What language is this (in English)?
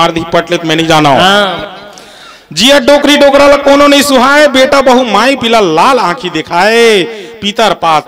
Chhattisgarhi